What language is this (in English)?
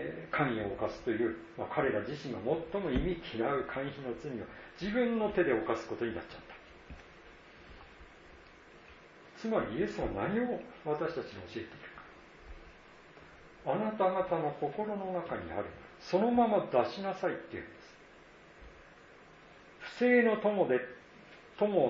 Japanese